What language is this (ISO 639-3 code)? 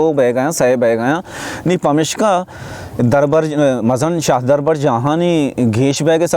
bal